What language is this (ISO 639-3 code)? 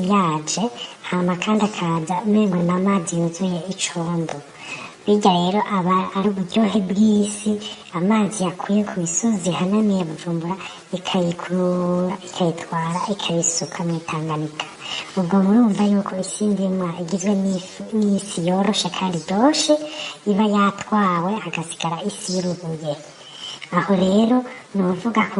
run